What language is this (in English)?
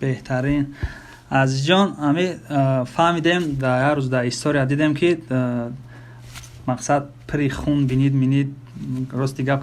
Tajik